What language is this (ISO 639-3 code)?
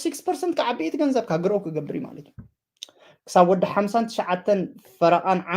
tir